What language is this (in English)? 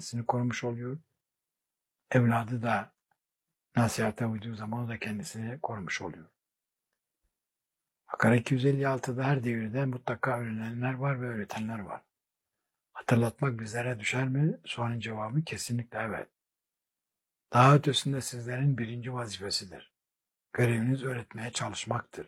Turkish